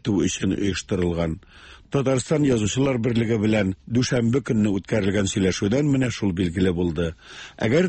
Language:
Tatar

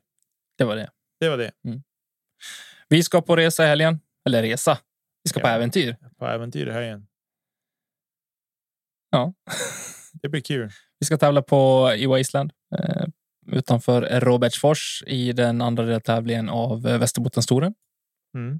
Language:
Swedish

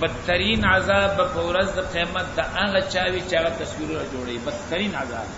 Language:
Pashto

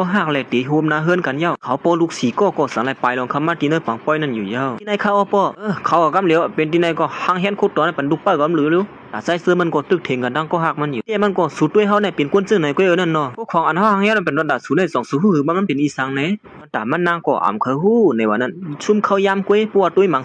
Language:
Shan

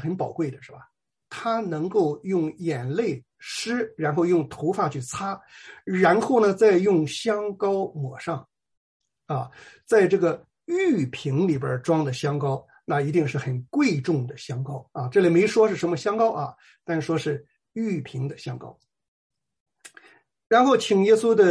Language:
Chinese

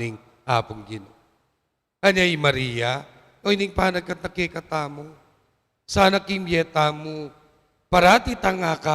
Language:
Pampanga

